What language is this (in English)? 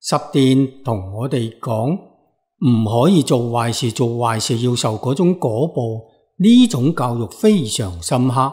Cantonese